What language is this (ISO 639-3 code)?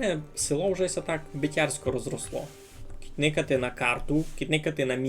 rue